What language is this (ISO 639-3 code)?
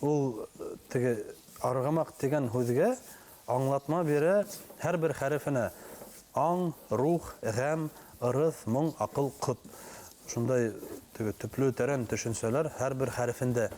bak